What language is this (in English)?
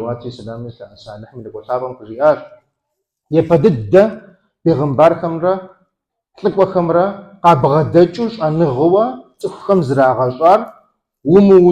Kabardian